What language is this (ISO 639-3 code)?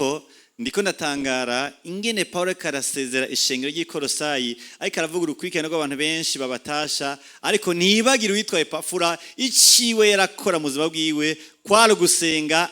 run